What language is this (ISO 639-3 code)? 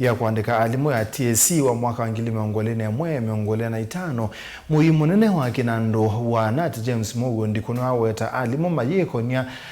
kam